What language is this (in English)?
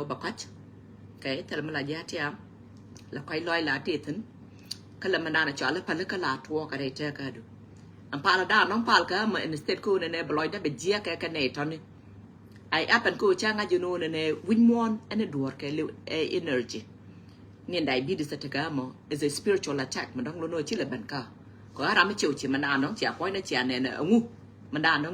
Nuer